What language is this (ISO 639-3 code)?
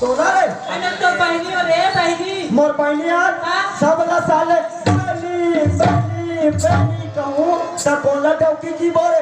hne